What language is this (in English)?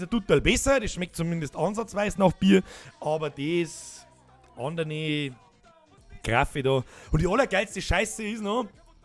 Bavarian